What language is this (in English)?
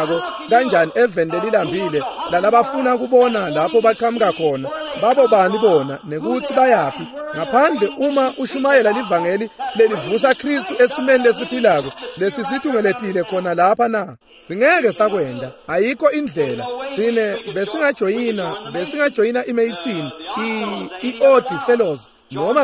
Swati